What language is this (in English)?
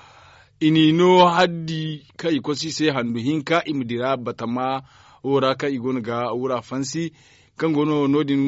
Zarma